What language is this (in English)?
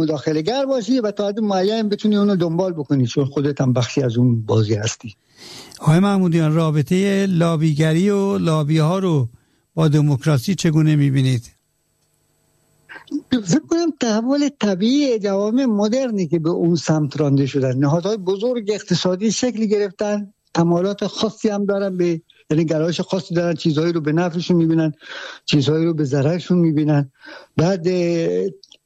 Persian